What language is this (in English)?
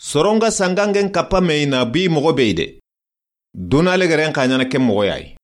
Soninke